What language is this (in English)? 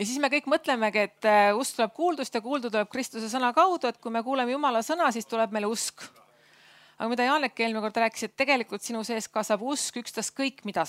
Estonian